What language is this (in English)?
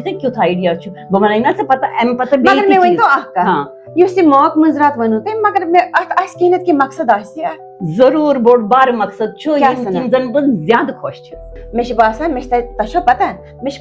Kashmiri